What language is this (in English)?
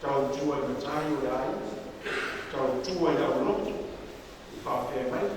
Samoan